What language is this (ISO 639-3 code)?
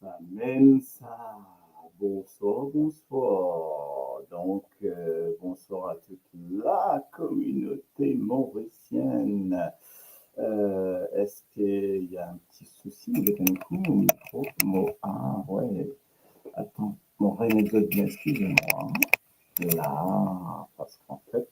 mfe